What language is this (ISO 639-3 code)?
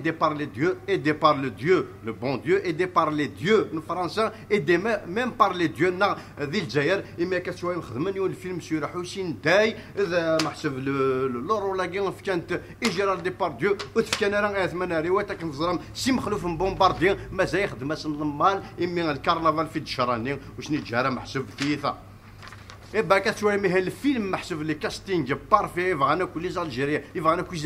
kab